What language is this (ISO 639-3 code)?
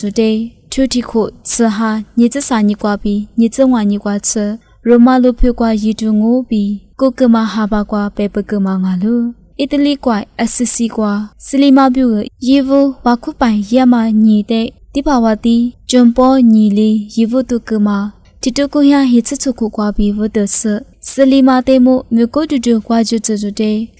lis